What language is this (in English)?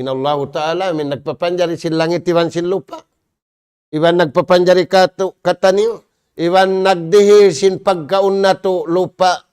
Tausug